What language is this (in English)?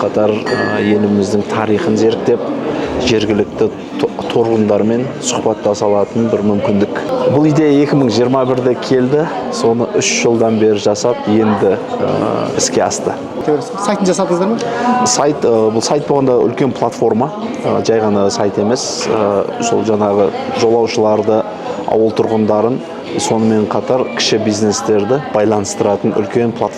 Kazakh